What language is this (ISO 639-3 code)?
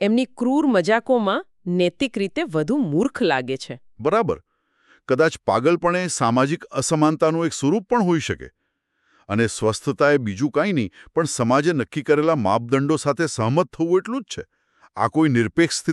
guj